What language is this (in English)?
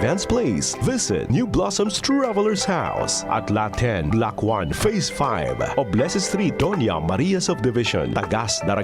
Bikol